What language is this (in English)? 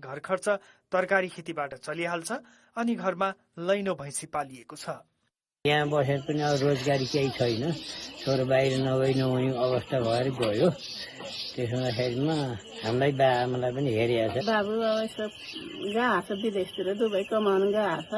Nepali